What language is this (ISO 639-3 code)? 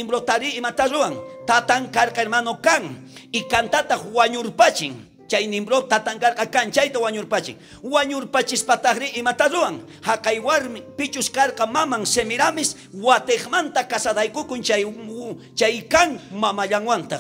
quh